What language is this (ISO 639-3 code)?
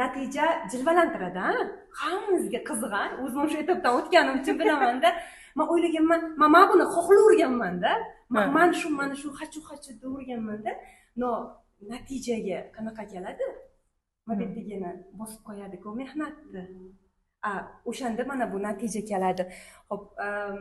uzb